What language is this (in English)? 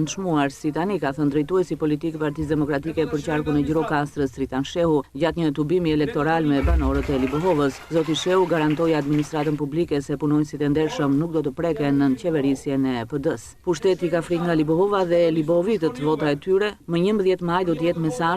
Albanian